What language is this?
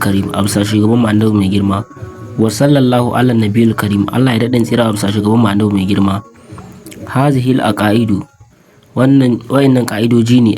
Hausa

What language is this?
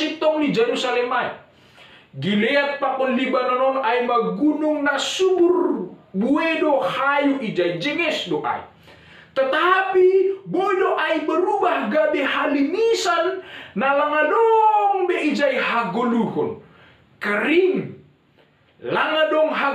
Batak Simalungun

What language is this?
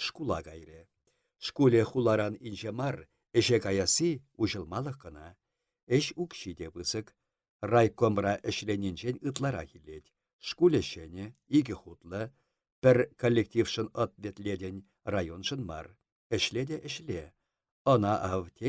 Chuvash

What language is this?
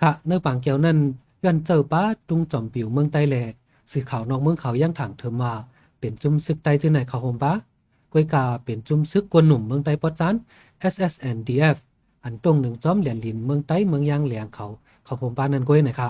Shan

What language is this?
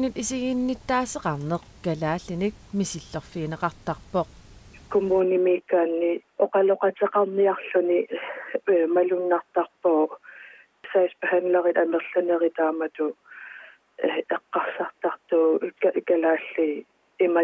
Kalaallisut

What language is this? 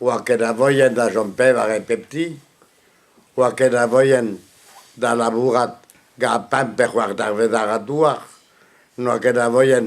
Breton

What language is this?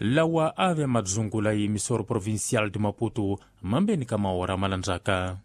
Tsonga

